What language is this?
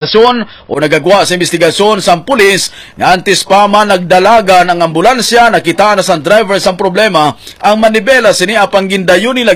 Hiligaynon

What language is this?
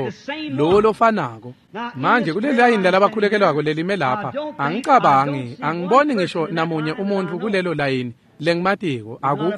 Swati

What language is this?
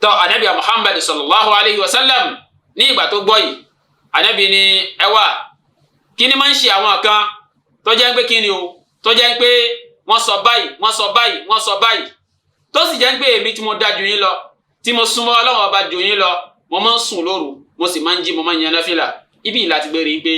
Yoruba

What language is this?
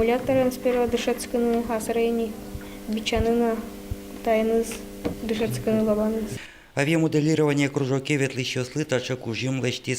Udmurt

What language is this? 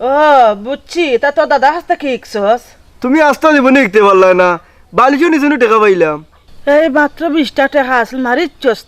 Sylheti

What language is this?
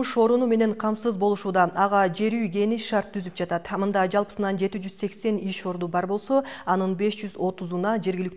Kyrgyz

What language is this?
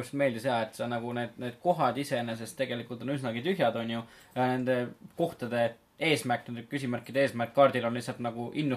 Estonian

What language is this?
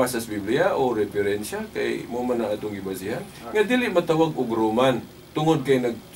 Cebuano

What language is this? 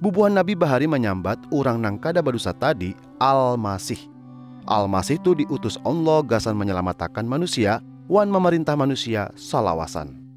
Banjar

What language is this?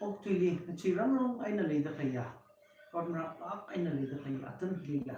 Tangkhul Naga (India)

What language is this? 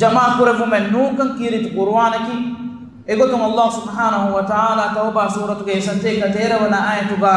Divehi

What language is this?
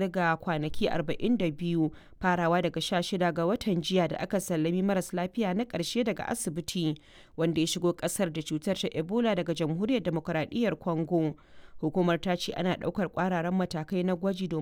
Hausa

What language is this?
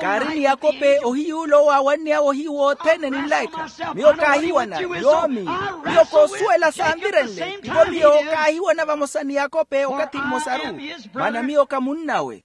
Makhuwa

